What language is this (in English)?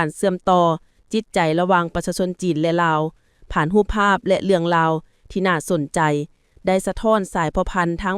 Lao